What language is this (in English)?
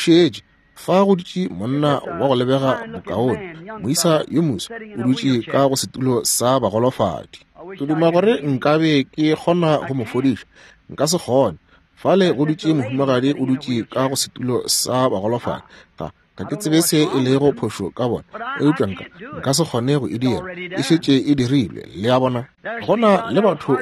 Northern Sotho